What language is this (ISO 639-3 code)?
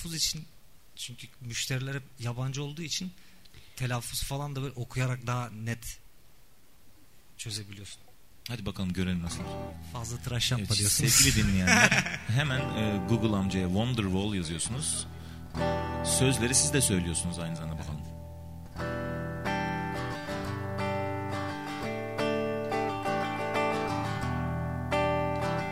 tur